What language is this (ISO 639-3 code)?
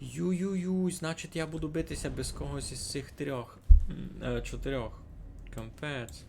rue